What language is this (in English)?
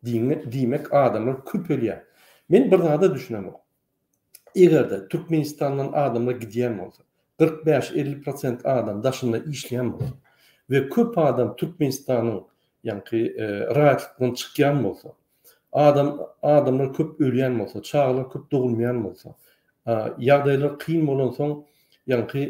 Turkmen